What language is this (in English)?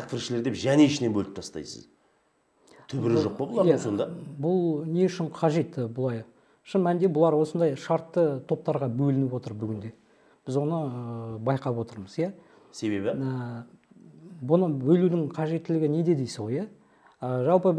Kazakh